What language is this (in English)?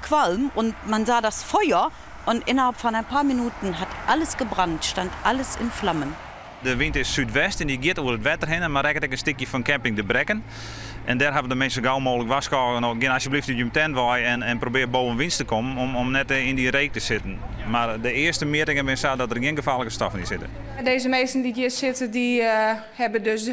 Western Frisian